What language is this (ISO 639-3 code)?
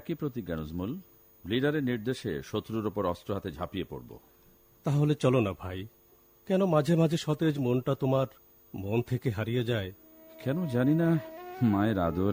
ben